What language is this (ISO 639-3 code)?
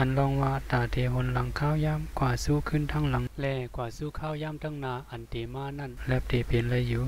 shn